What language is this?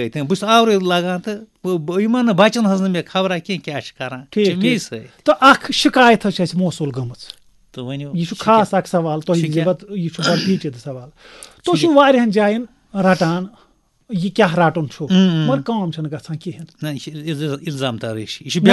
Kashmiri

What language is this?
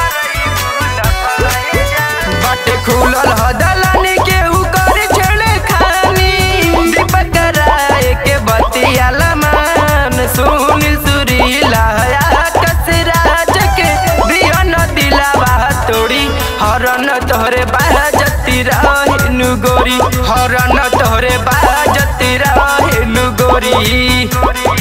Bhojpuri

